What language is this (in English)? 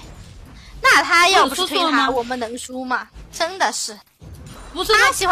Chinese